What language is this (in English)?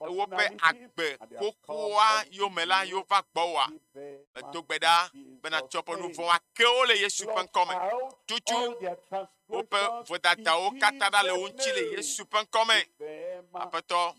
Ewe